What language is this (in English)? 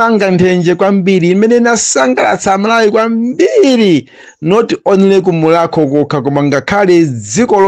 Nyanja